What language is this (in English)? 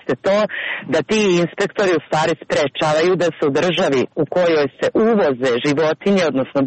Serbian